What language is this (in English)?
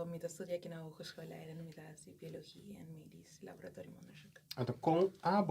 Papiamento